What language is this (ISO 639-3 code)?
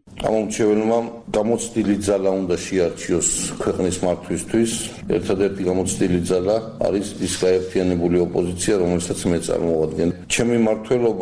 kat